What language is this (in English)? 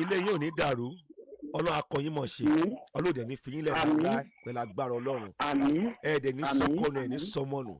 Yoruba